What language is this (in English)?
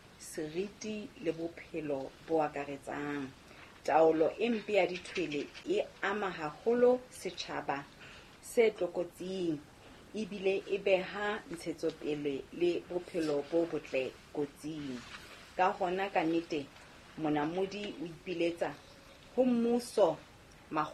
Southern Sotho